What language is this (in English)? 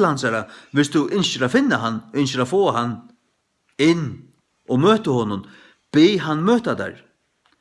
Faroese